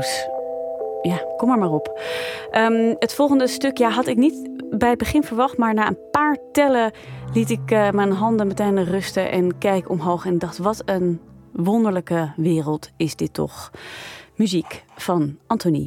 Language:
Dutch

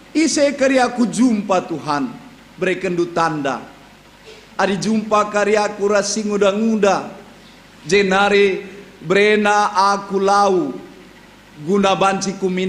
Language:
Batak Karo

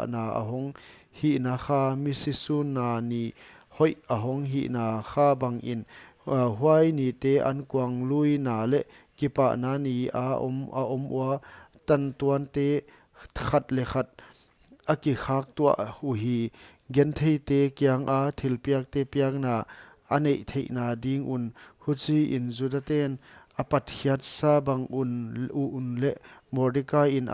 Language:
Paite Chin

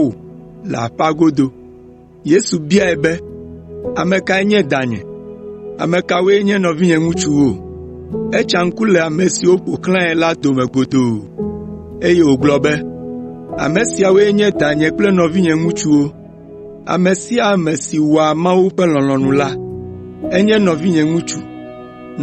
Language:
Ewe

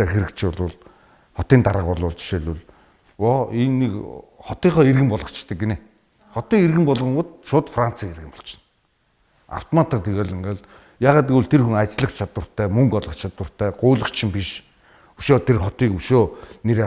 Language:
Mongolian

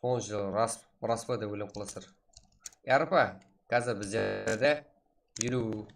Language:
Kara-Kalpak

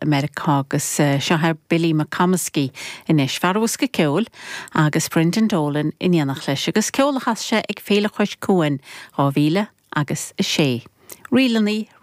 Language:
Irish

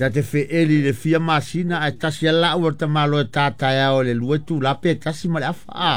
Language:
Samoan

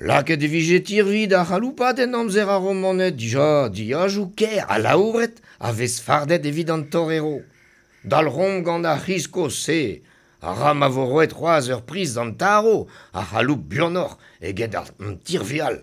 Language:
Breton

